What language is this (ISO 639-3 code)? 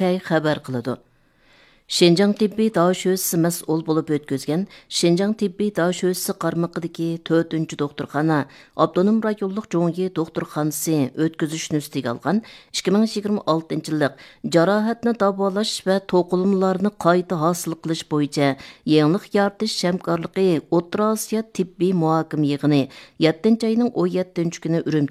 uig